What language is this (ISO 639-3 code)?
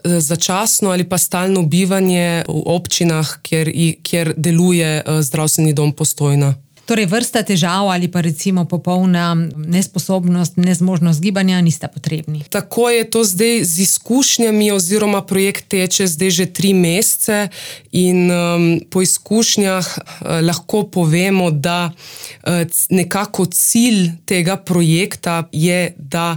slv